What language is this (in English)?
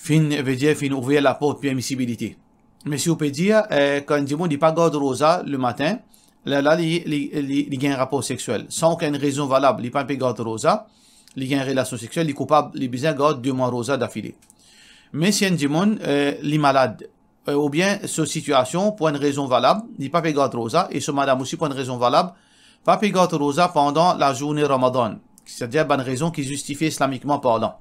Morisyen